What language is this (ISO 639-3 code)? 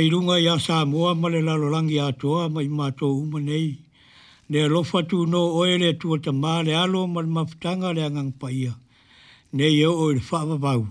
smo